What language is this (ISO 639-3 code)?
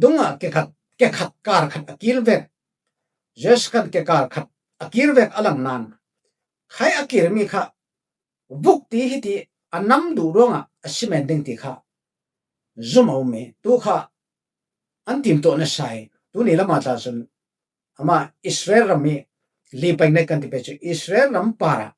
cfm